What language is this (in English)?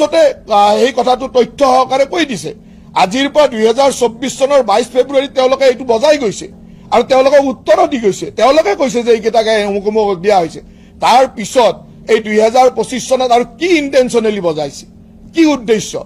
Assamese